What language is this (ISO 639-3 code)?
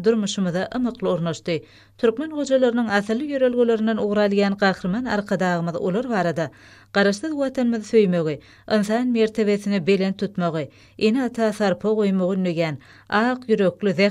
tuk